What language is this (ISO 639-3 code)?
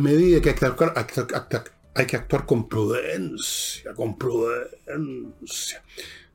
spa